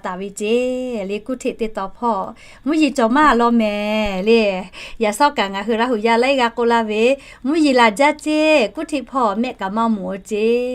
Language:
Lahu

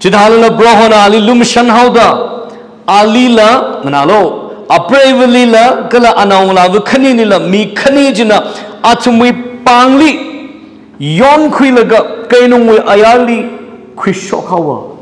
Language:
Tangkhul Naga (India)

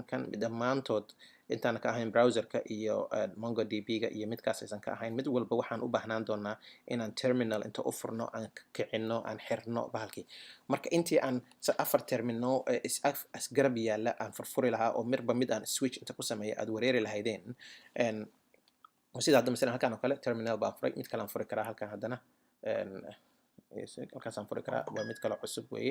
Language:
Somali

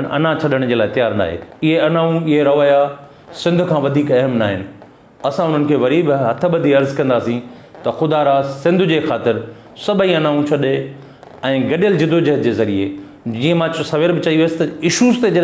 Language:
Sindhi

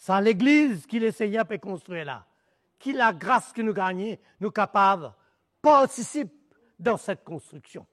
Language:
Morisyen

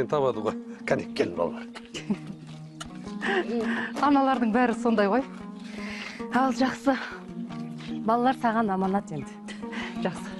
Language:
Kazakh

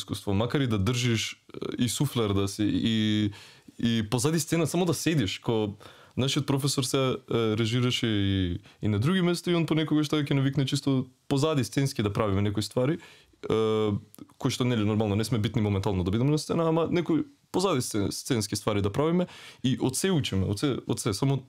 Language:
Macedonian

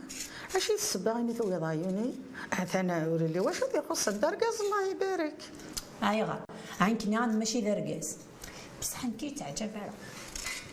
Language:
Kabyle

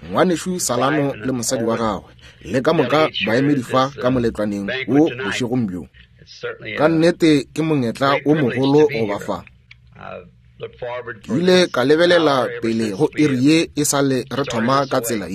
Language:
Northern Sotho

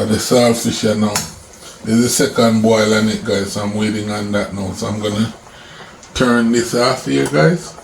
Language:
Jamaican Creole English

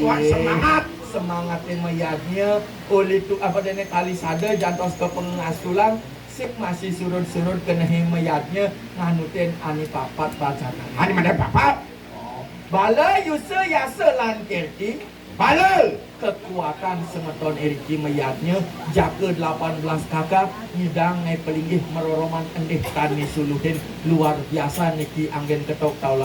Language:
Balinese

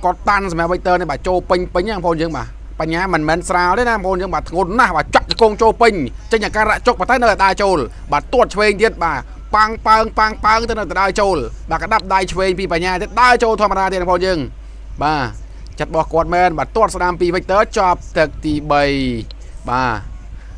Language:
Khmer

